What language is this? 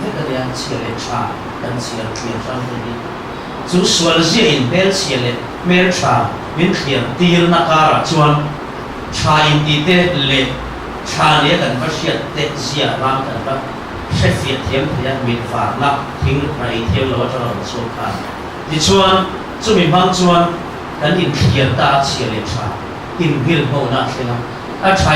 Mizo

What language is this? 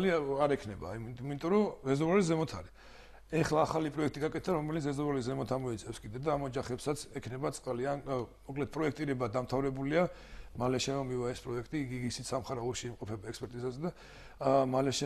Georgian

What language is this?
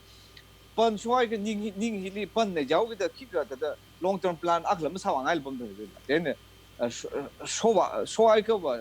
Tangkhul Naga (India)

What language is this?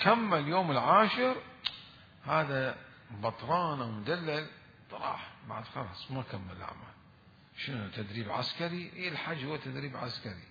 Mesopotamian Arabic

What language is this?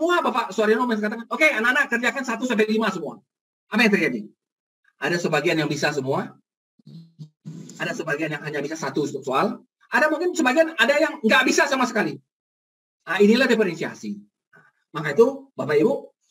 Indonesian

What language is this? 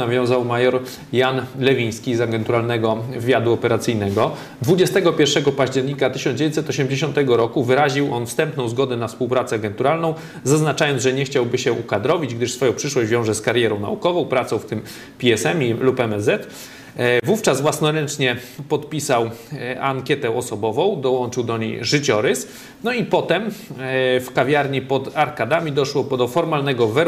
Polish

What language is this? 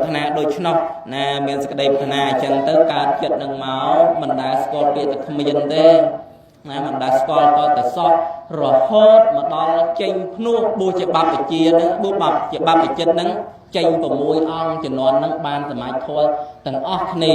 Khmer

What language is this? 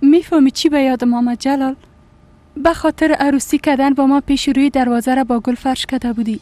Persian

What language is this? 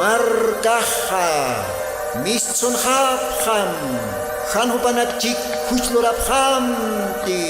Aymara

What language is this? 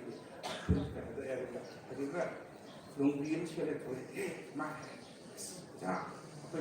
Manipuri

